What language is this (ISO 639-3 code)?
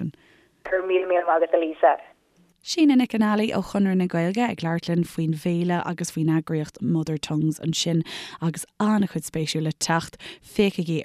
gle